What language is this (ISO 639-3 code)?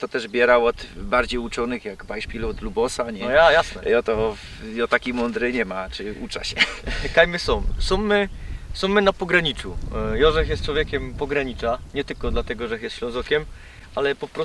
szl